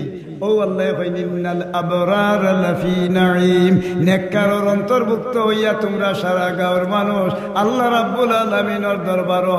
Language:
Sylheti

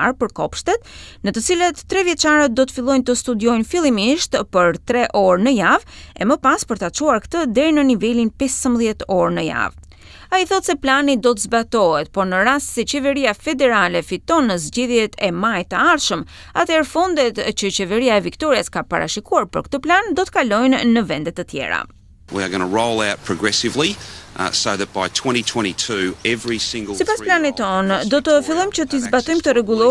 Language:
Albanian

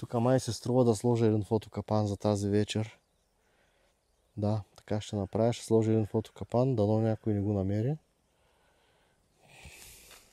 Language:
Bulgarian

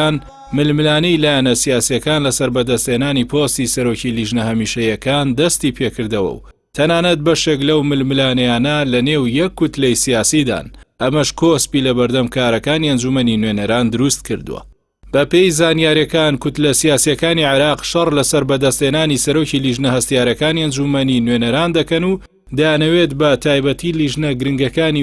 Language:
Central Kurdish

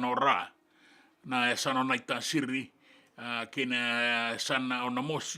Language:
Fijian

